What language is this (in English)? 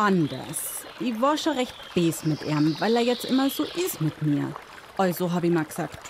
Bavarian